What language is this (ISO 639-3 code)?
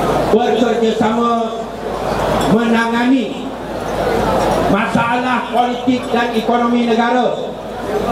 msa